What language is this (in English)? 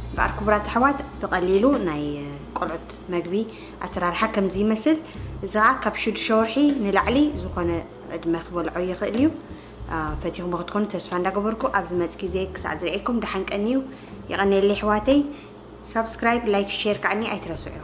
Tigrinya